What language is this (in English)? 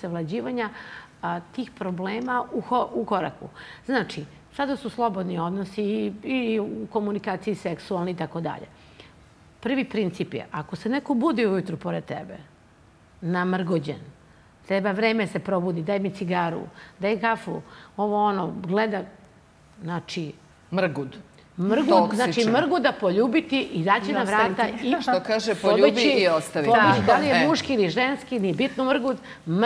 Serbian